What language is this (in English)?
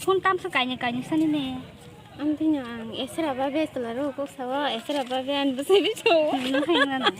Kok Borok